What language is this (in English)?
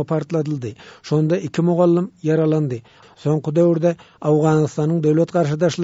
Turkmen